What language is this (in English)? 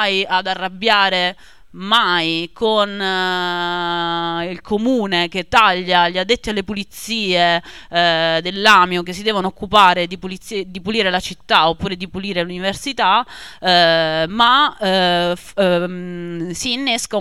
Italian